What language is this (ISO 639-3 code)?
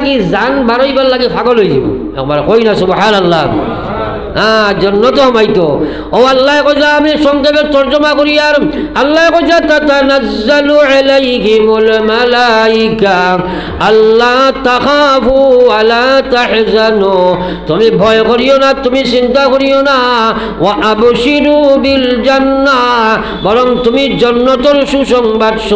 syl